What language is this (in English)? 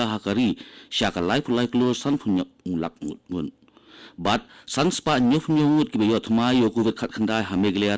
Khasi